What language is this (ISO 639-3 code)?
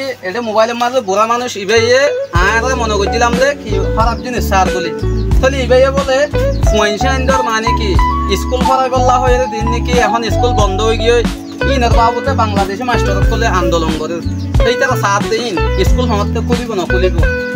rhg